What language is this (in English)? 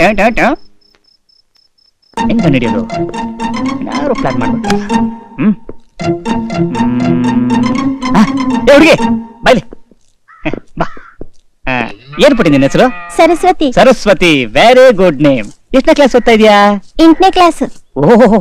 Kannada